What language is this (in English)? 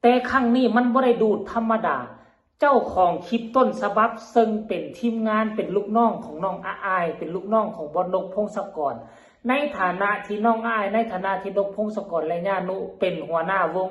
Lao